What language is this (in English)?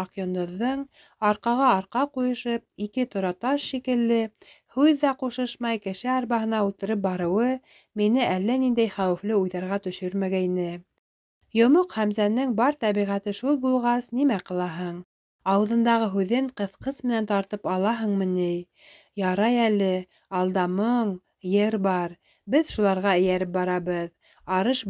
Bashkir